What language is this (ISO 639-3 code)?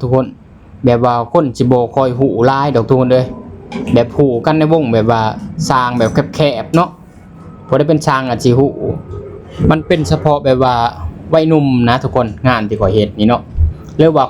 lao